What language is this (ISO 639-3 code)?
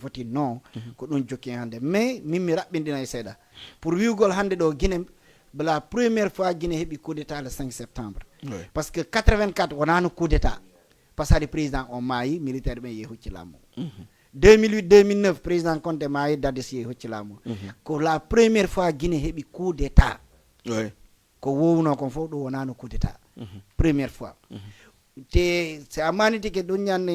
ful